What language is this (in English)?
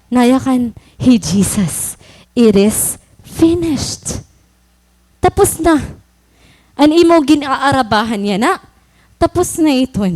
Waray